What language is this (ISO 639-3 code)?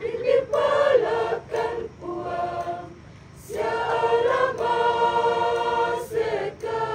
sda